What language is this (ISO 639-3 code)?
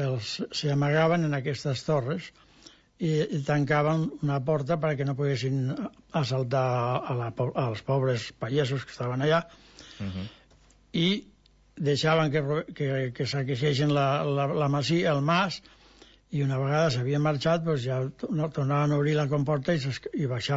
cat